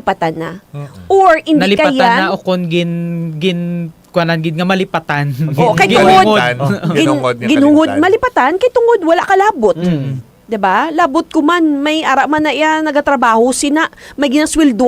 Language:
Hiligaynon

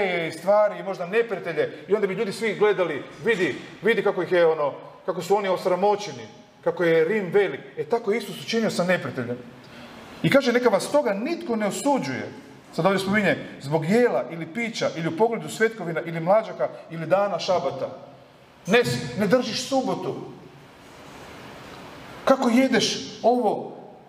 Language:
Croatian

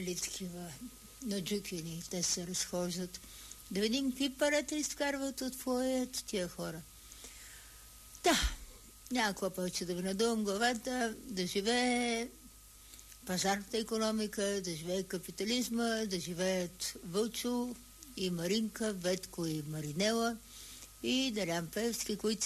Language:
Bulgarian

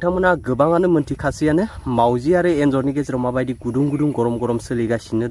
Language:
Bodo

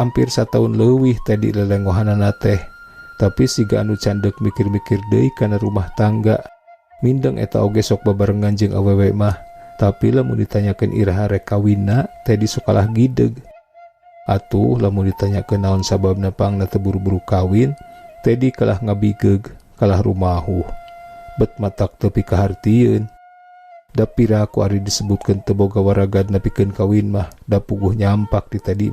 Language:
Sundanese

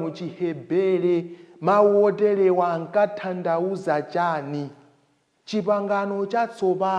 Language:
Nyanja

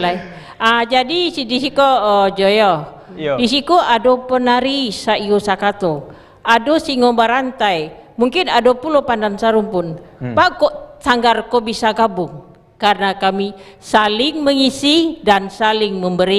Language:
Minangkabau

